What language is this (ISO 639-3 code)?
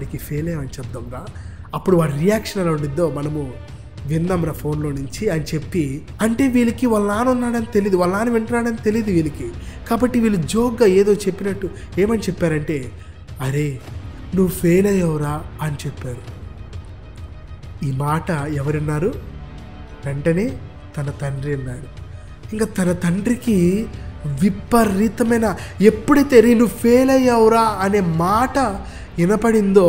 tel